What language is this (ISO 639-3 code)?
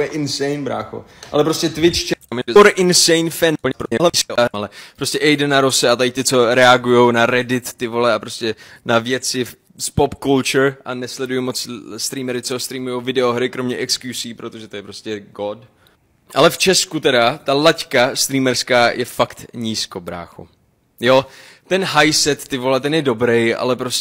ces